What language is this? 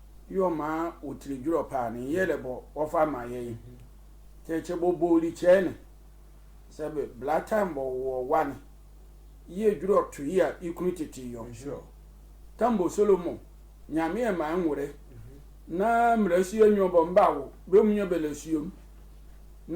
Sehwi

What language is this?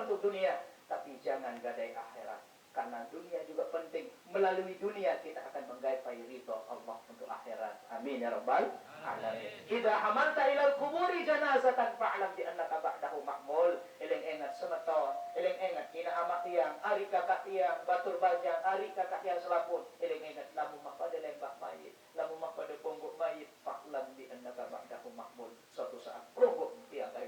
Sasak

